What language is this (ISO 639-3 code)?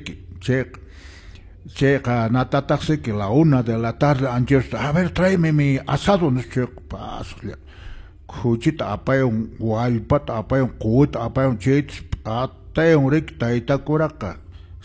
que